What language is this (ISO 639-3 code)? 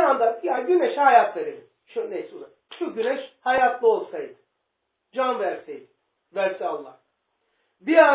tur